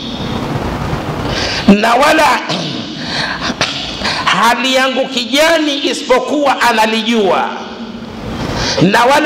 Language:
Swahili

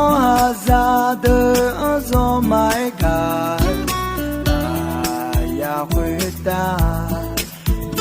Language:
Akha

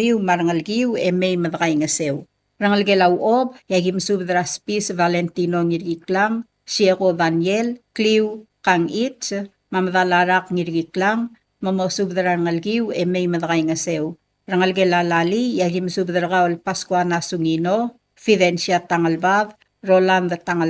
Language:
Palauan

